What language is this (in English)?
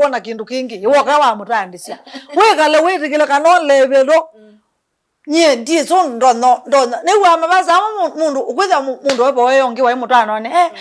Kamba